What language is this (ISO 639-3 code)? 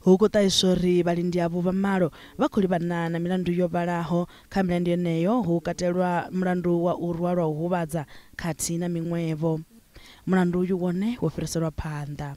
ven